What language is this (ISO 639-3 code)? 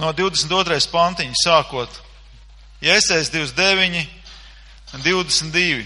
lav